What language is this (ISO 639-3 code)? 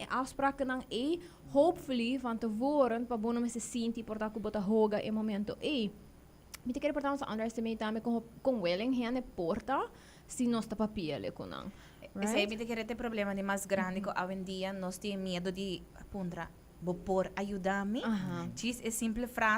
pap